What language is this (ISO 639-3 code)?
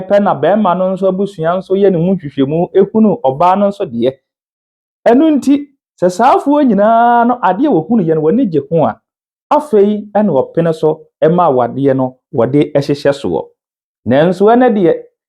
aka